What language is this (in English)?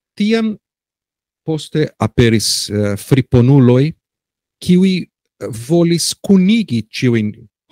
Esperanto